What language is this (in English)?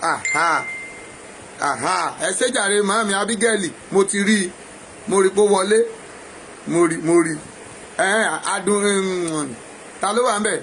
Yoruba